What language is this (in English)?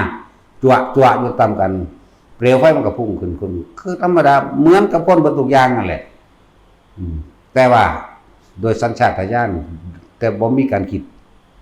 Northeastern Thai